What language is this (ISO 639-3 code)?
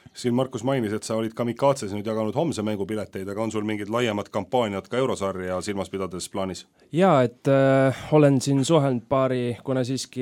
est